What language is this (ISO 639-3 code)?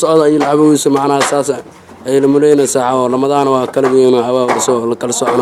som